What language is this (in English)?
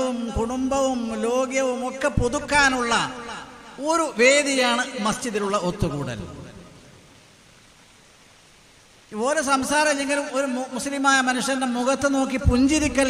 Malayalam